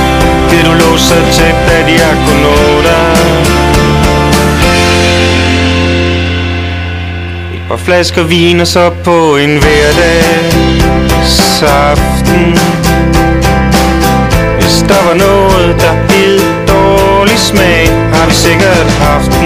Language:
Danish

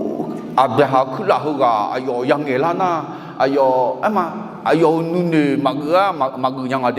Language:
Akha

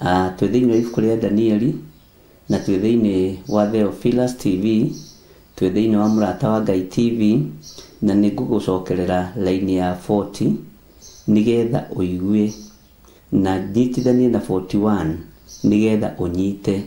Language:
Kikuyu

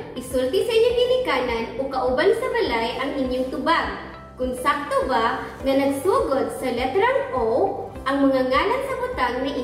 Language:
Cebuano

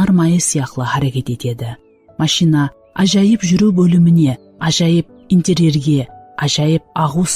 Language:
Kara-Kalpak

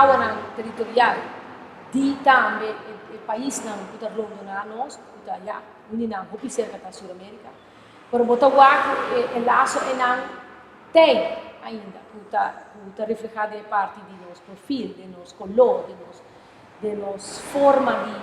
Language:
Papiamento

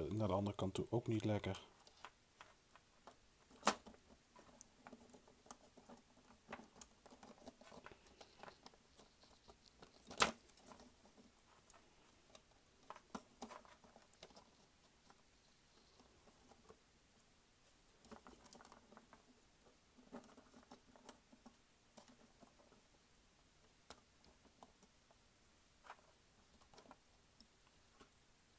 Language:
Dutch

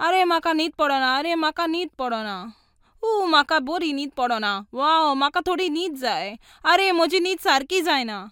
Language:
Konkani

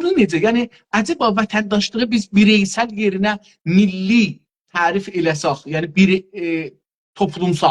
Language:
South Azerbaijani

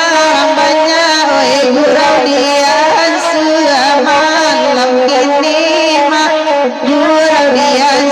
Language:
Minangkabau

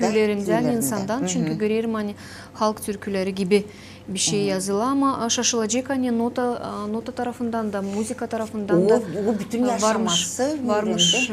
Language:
Gagauz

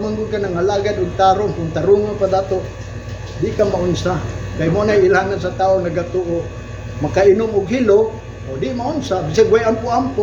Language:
Cebuano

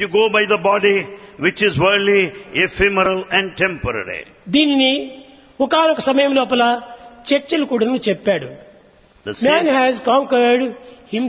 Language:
Telugu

